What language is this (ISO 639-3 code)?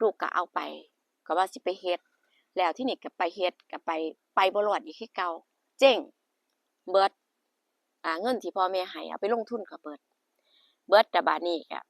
tts